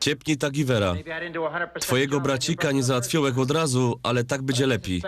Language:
Silesian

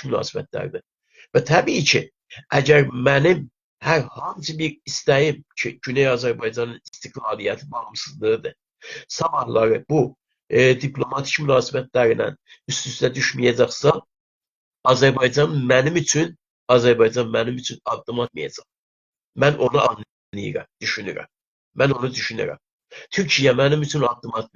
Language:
South Azerbaijani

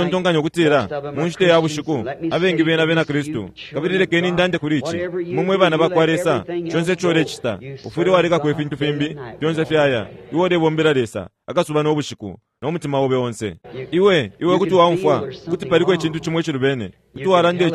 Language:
Bemba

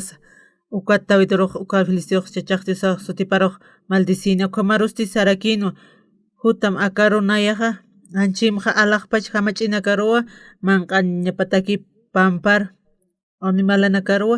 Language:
Aymara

